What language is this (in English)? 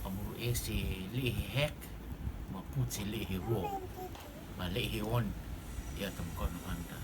Rotuman